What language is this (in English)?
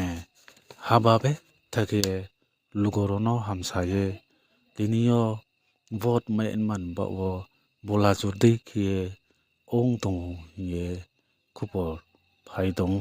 Riang (India)